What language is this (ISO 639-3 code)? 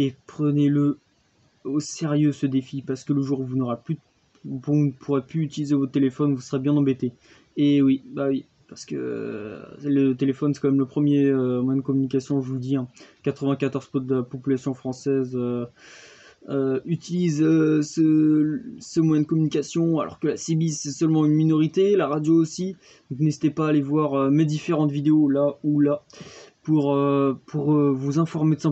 fra